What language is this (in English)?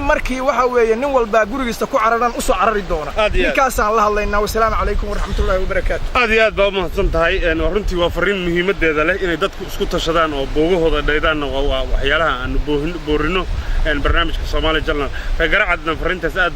Somali